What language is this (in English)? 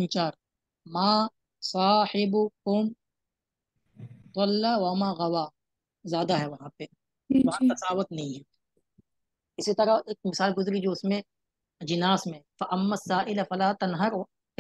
Urdu